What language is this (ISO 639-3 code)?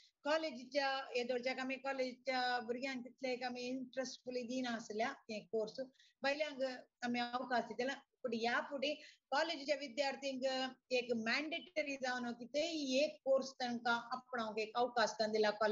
kok